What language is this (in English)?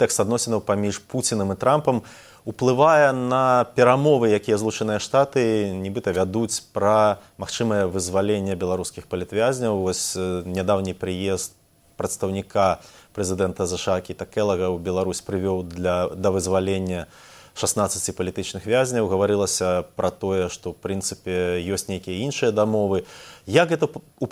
Belarusian